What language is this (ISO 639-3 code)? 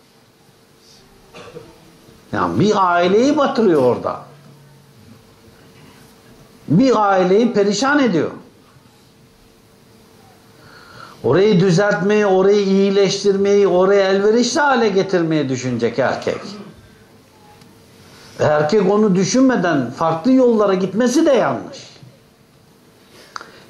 tur